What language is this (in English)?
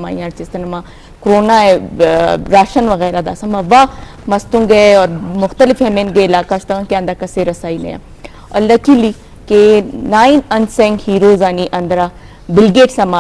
Eastern Balochi